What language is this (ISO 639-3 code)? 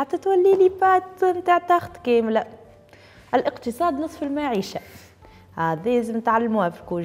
aeb